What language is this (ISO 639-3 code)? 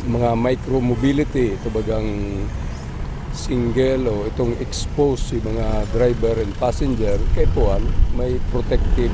bik